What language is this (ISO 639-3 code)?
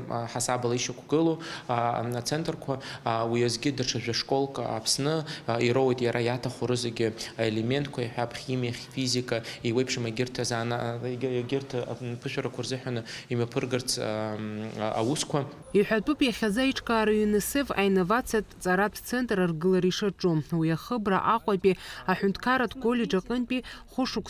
abk